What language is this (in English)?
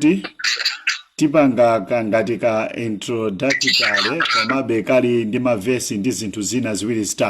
Nyanja